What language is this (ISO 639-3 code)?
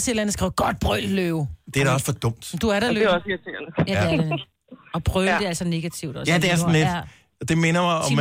dan